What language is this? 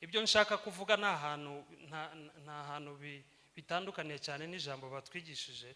Kinyarwanda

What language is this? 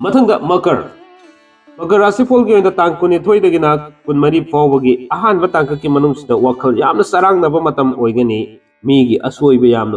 Manipuri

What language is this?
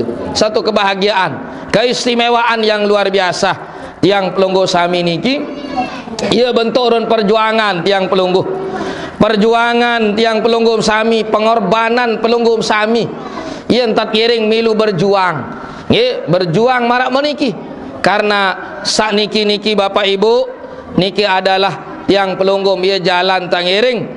Sasak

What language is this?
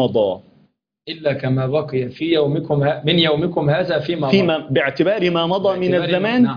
Arabic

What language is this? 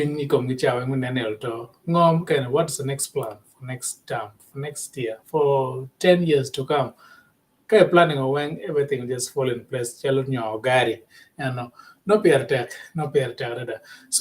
Acoli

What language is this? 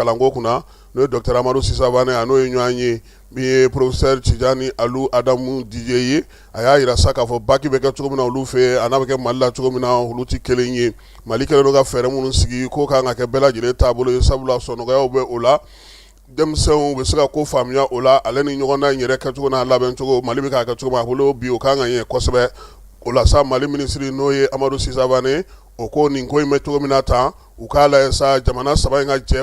Bambara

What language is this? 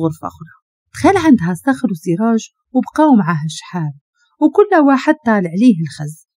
Moroccan Arabic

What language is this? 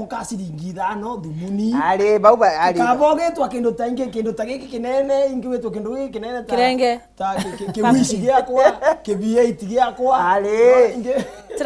Meru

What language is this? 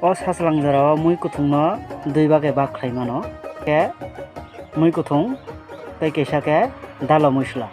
Kok Borok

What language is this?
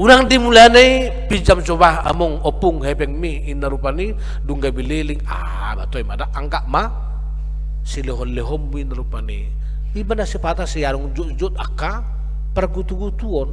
Batak Toba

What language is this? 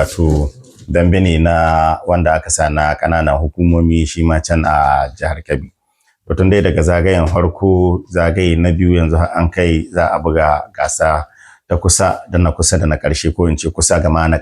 Hausa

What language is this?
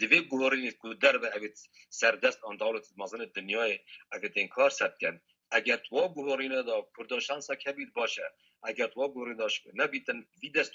Kurdish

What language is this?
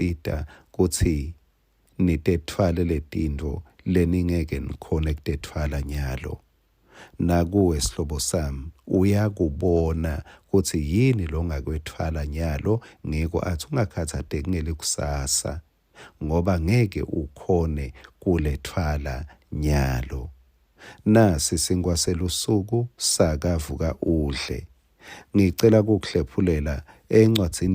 Swati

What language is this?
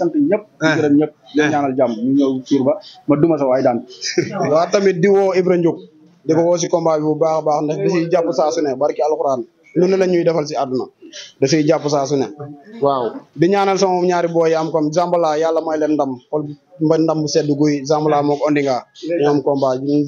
Wolof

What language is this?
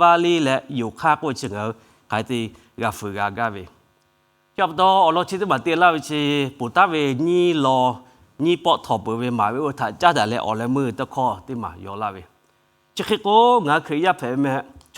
Lahu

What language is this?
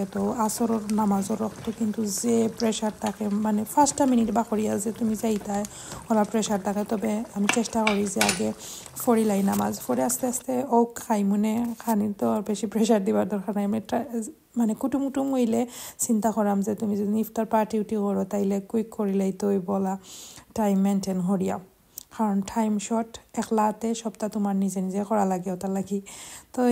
Sylheti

